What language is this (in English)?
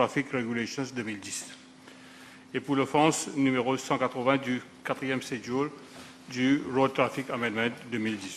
French